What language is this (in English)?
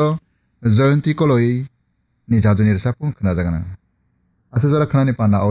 Kok Borok